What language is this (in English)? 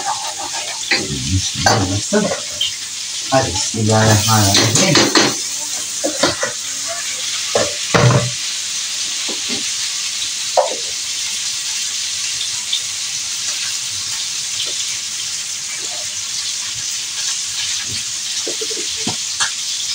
Turkish